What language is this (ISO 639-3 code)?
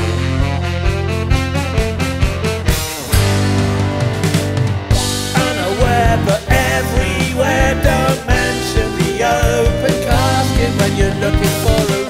eng